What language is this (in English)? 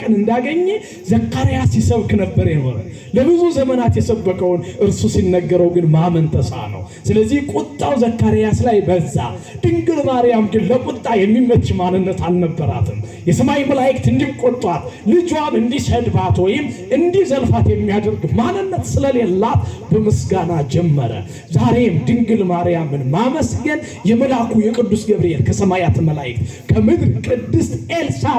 Amharic